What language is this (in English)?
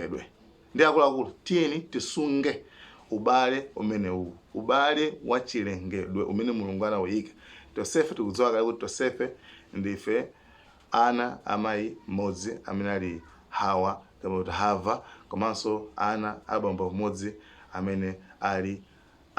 Nyanja